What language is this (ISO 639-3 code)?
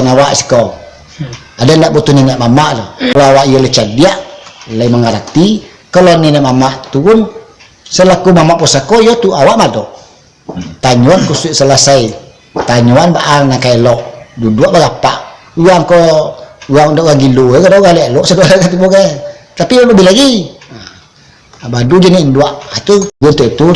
min